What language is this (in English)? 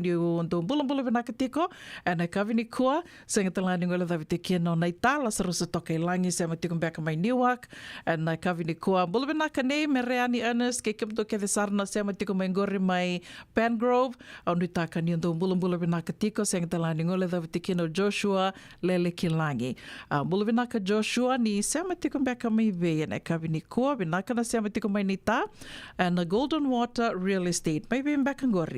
Fijian